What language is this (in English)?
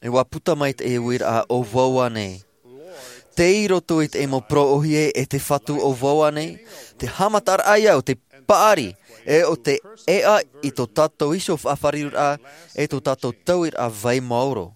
Tahitian